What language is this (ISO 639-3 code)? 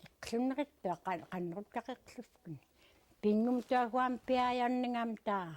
esu